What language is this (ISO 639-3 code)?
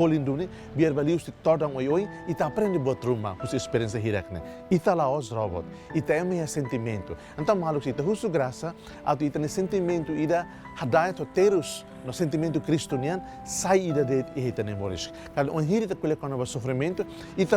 tet